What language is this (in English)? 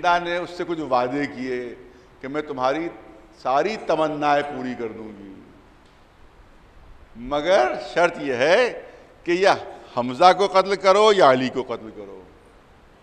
Urdu